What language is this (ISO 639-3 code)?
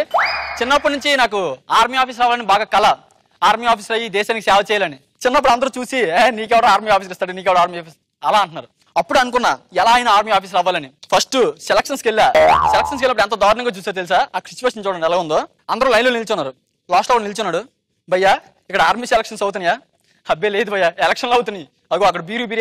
tel